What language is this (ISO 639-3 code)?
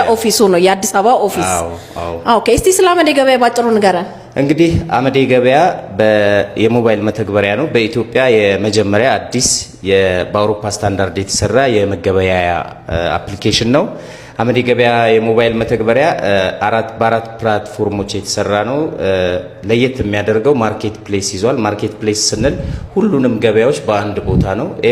amh